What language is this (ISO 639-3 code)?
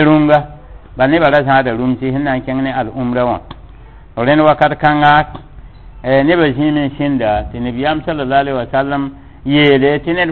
mos